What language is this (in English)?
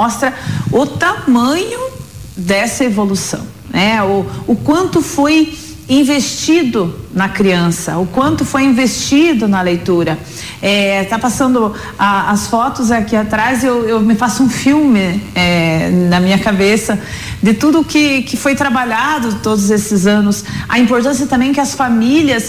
Portuguese